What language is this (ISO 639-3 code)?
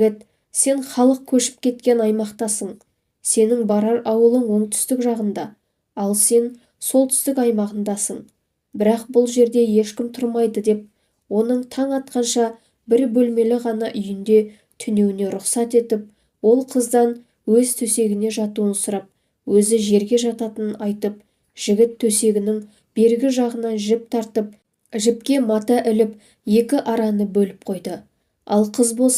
kaz